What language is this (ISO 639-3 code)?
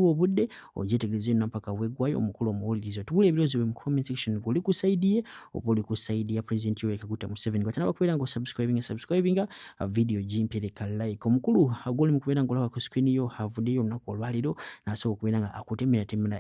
lug